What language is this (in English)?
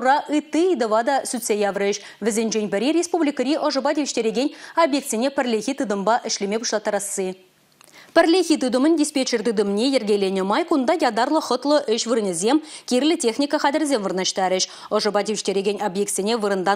Chuvash